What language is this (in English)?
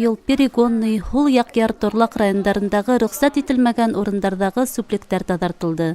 Bashkir